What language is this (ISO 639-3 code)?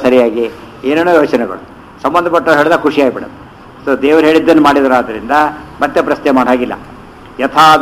kan